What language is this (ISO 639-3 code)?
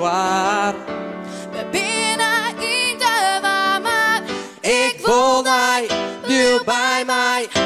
fry